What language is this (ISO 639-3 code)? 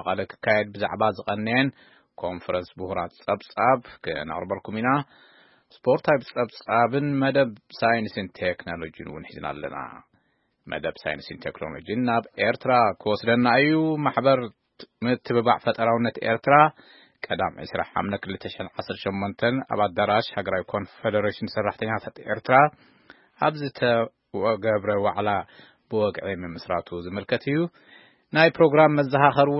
tir